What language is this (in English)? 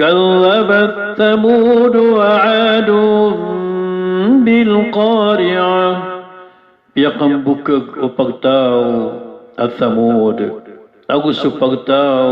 Maranao